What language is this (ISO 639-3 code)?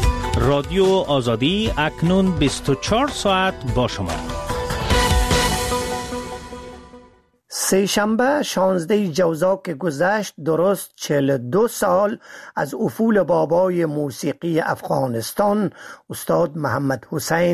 fas